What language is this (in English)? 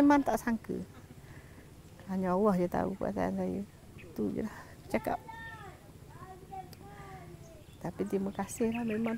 Malay